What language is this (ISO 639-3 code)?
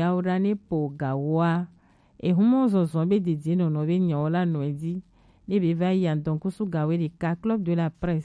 gej